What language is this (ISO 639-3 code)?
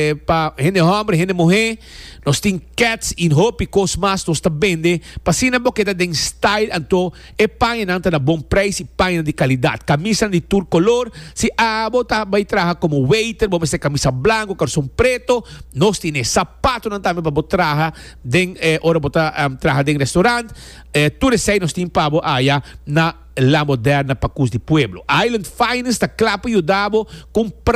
pap